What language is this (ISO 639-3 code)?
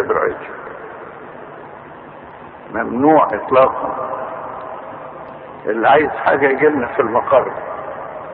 arz